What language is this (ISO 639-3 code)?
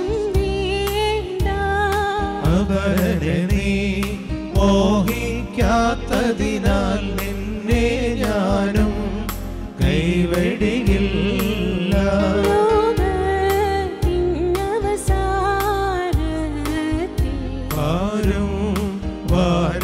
mal